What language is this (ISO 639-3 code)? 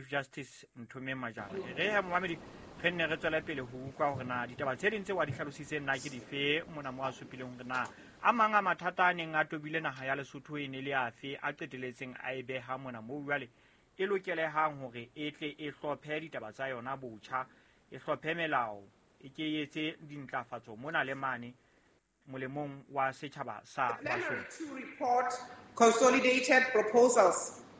sot